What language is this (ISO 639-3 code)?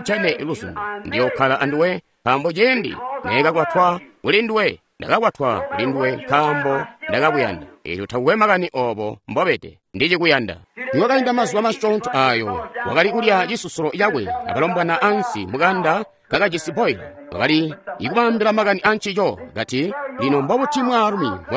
toi